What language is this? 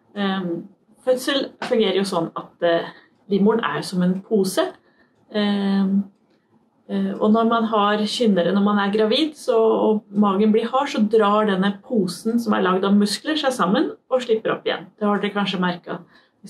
Norwegian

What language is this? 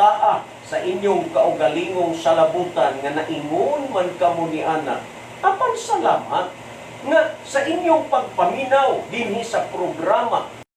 Cebuano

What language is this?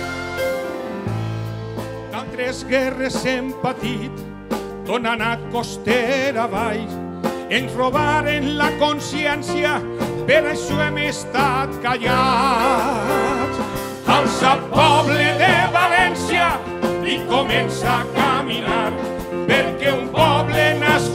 Catalan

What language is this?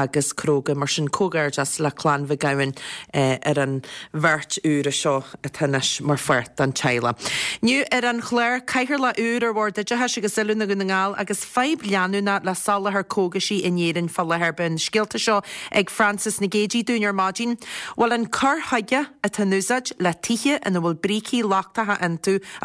Irish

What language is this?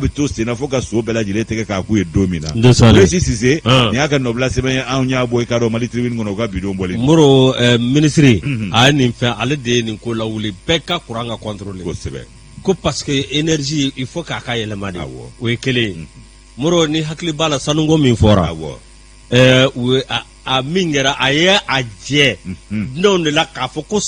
Bambara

